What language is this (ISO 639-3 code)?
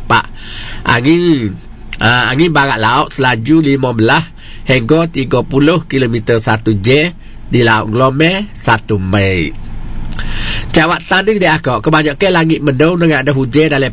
msa